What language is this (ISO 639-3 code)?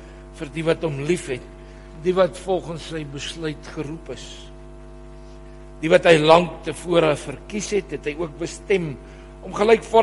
afr